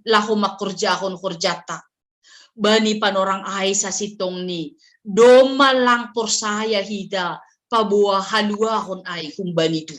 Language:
Batak Simalungun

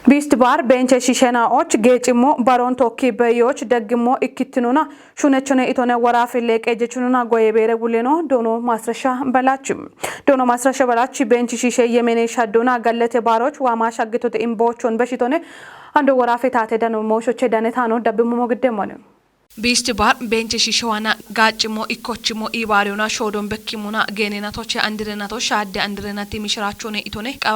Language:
Kafa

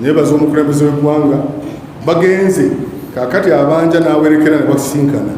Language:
Ganda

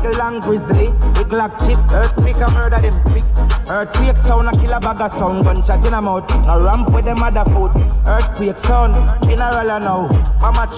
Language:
Jamaican Creole English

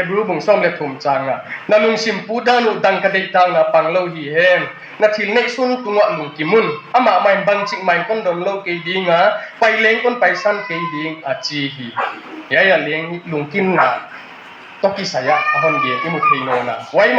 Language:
Tedim Chin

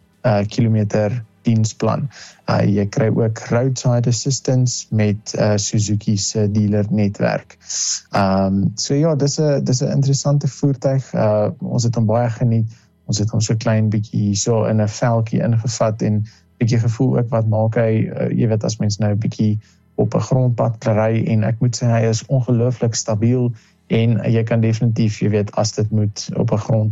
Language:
Afrikaans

